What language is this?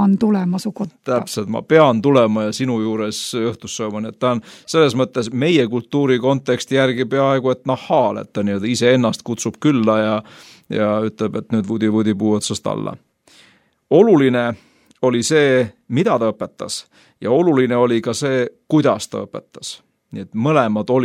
Estonian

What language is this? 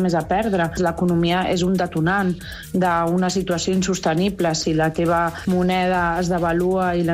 Catalan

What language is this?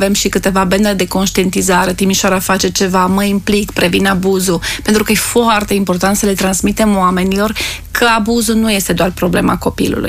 Romanian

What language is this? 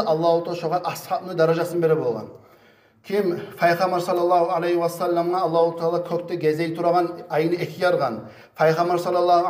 Kumyk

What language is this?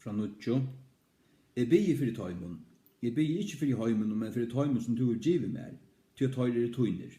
Faroese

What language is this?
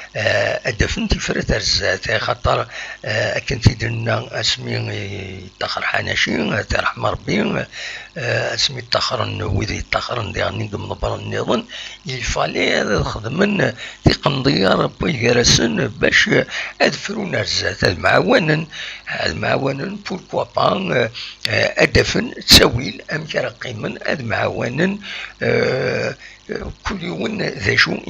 Kabyle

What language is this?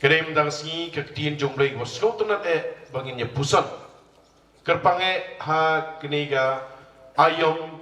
Khasi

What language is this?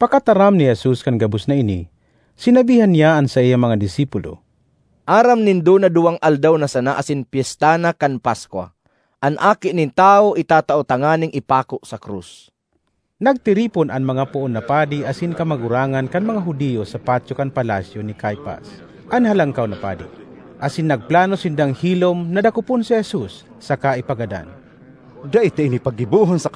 Bikol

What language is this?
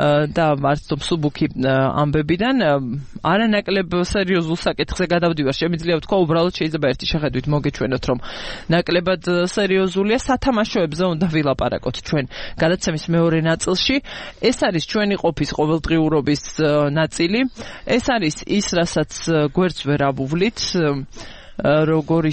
Georgian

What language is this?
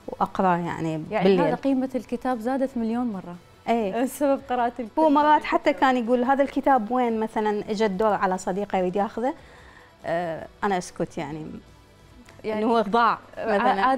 Mesopotamian Arabic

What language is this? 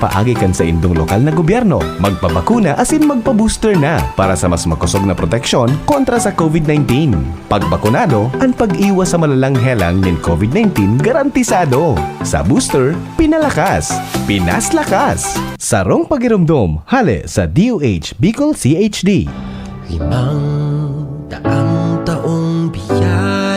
Bikol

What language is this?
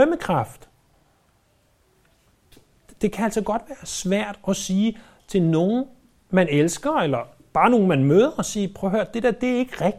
Danish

